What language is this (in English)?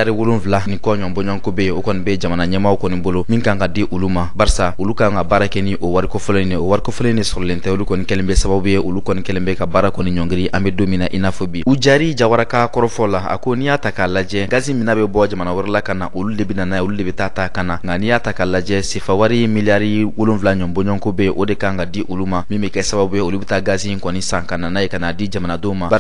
Bambara